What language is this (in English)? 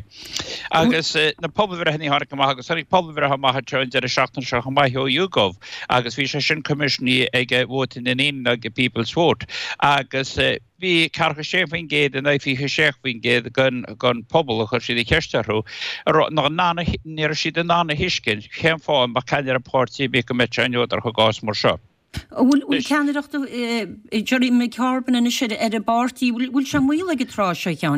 Irish